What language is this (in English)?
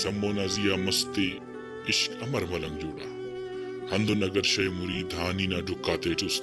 Brahui